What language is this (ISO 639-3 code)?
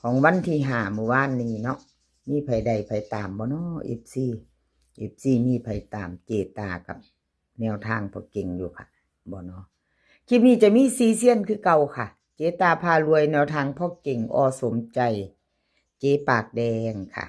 tts